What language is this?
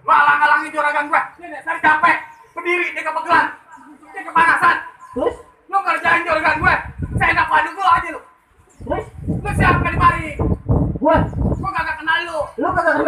Betawi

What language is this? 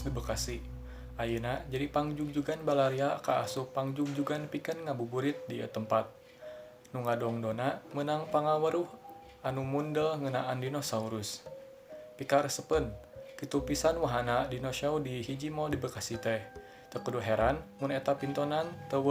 Sundanese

